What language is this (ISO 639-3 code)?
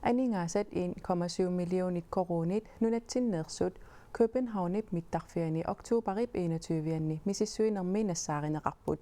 kal